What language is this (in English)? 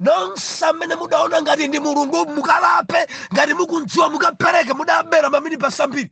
Nyanja